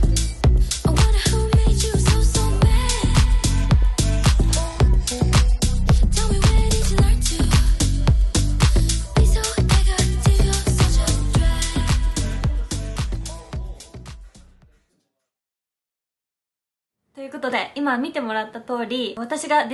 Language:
Japanese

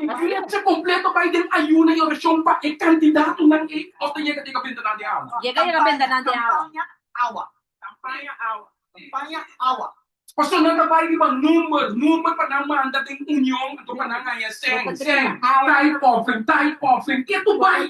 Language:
Papiamento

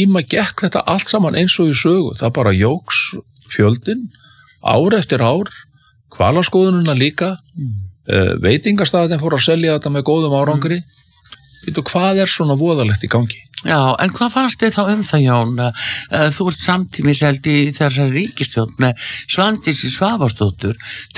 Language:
Icelandic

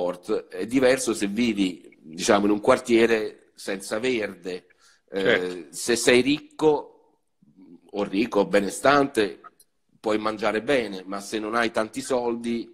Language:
Italian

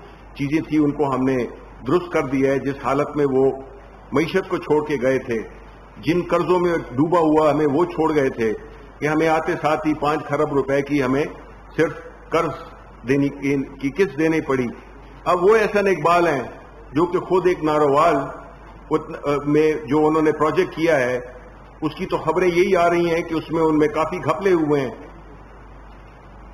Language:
Urdu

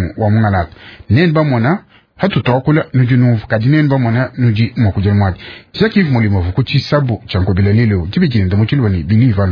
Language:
Luba-Lulua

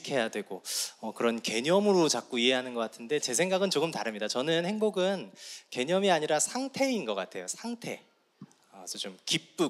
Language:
Korean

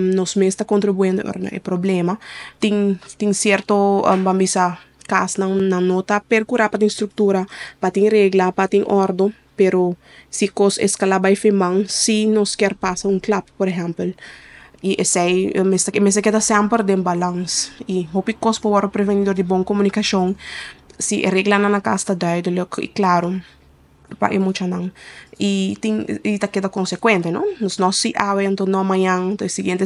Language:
Papiamento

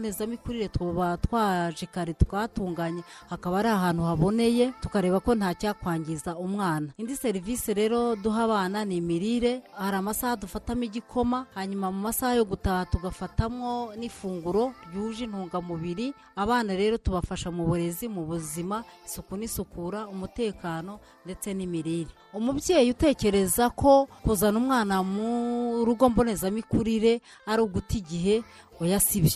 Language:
Kinyarwanda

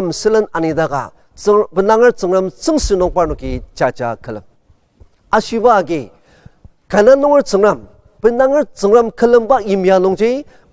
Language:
Ao Naga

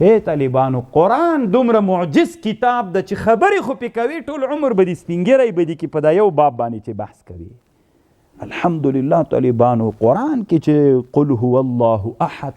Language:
Pashto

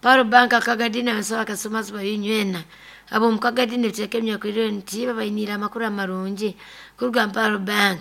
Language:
Nyoro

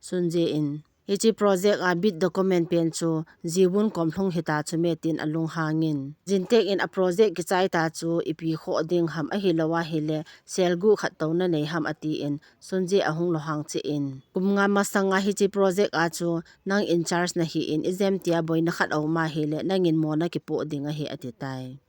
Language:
Thado Chin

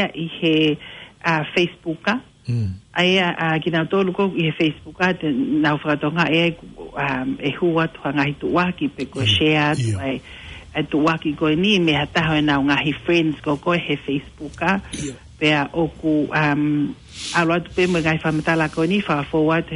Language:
Tongan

